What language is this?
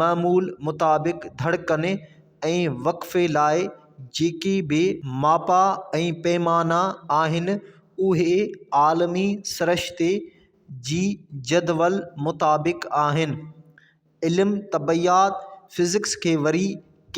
Sindhi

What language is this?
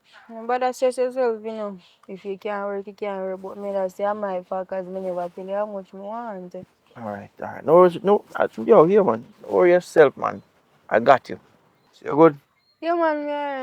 Jamaican Creole English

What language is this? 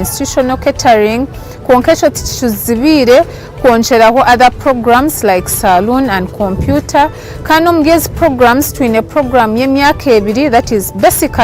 Nyankole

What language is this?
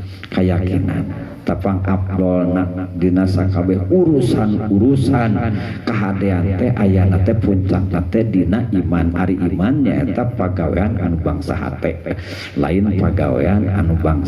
Sundanese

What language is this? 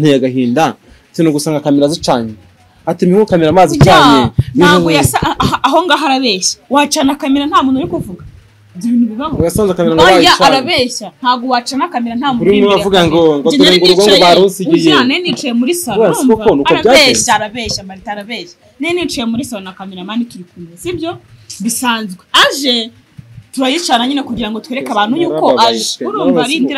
Kinyarwanda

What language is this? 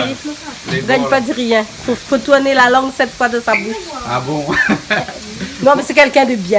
Réunion Creole French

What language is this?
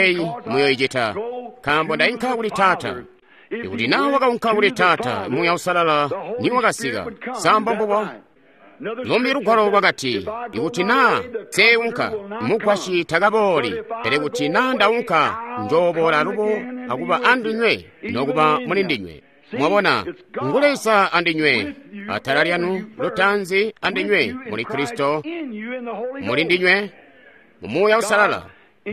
Tonga (Zambia)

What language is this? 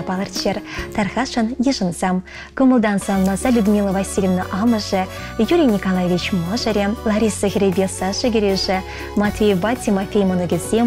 Chuvash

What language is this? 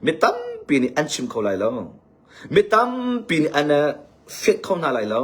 Hakha Chin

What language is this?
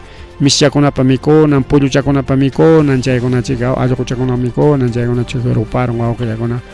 Ayacucho Quechua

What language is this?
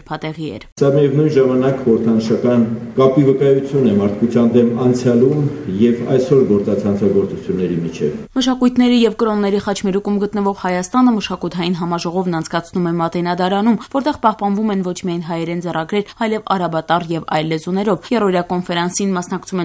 Armenian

